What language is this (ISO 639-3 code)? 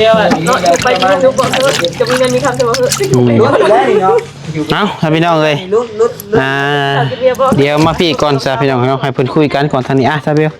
tts